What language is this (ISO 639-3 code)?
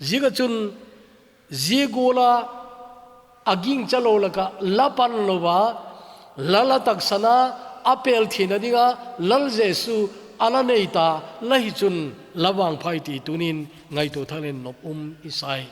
tcz